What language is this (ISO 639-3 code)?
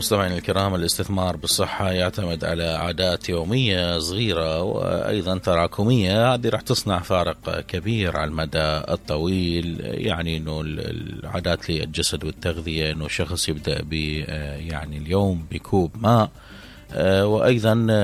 acm